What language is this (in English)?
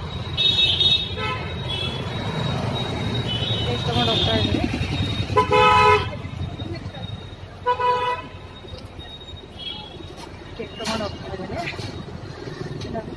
Kannada